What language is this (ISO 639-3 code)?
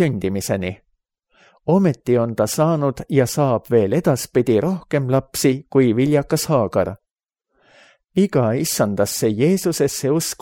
est